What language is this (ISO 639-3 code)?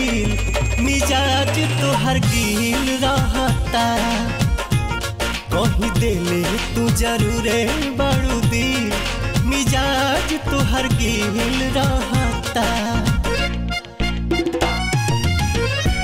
bho